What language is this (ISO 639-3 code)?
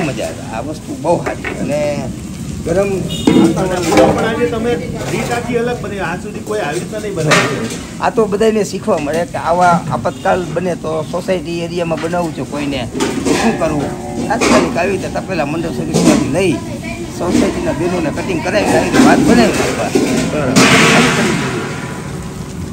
guj